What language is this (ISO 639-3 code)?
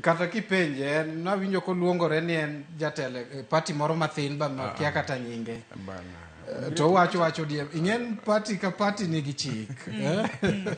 luo